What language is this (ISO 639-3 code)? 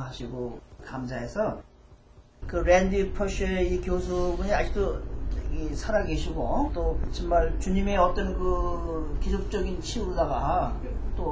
kor